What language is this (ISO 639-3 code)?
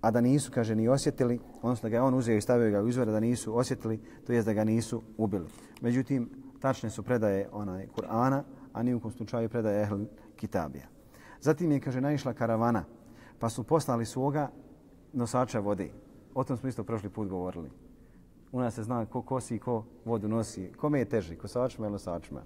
bos